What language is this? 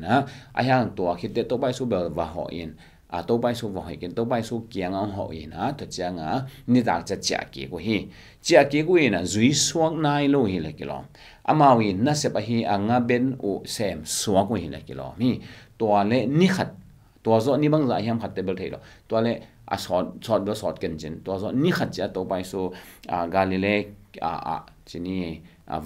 Tedim Chin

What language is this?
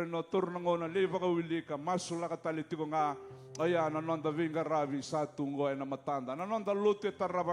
Fijian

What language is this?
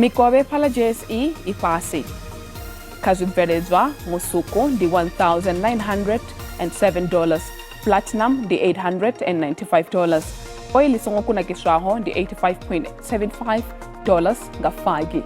Venda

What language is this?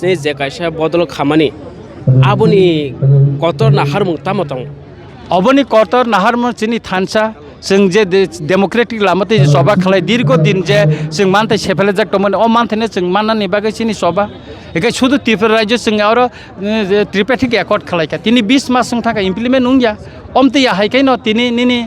Kok Borok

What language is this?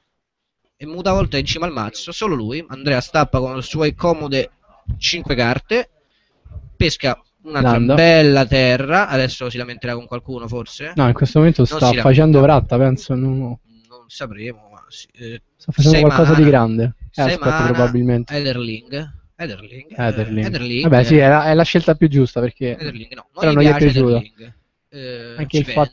Italian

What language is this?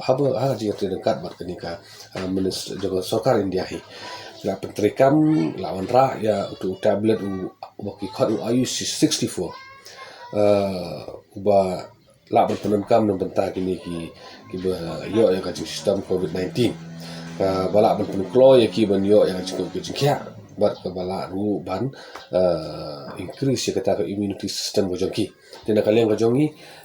Khasi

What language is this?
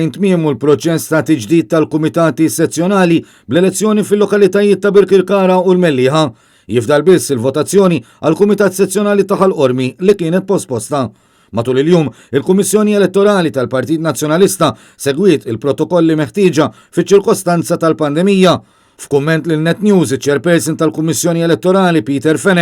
Maltese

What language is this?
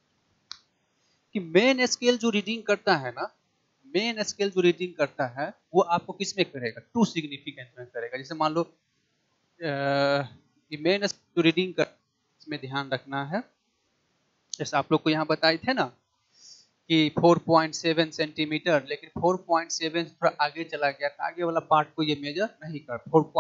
Hindi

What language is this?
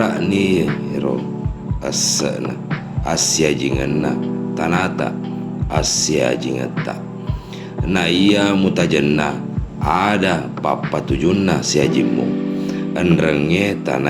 Buginese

